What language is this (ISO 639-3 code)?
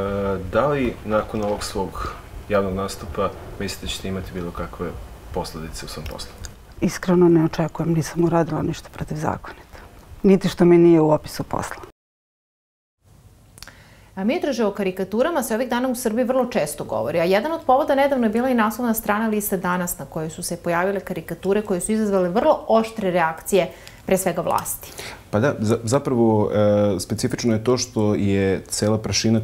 srp